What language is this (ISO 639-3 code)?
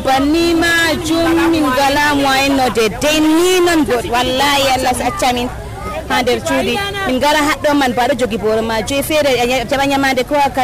fuv